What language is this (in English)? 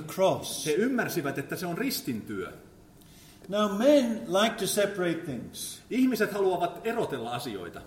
Finnish